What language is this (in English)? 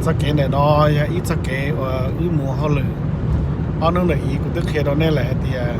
Hmong